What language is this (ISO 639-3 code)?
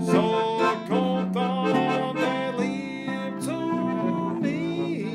bar